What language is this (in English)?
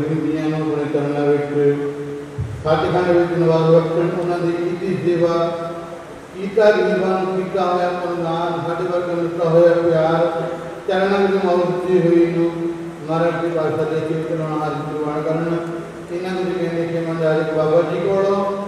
Punjabi